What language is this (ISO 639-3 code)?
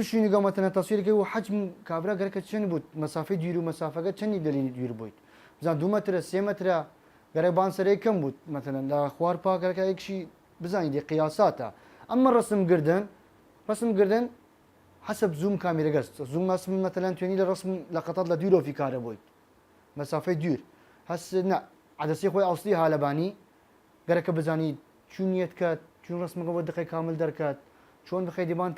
sdh